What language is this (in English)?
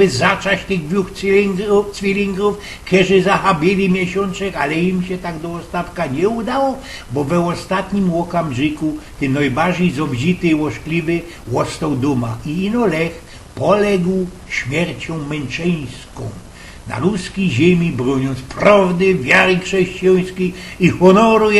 Silesian